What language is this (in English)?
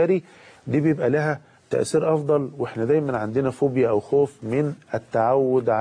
Egyptian Arabic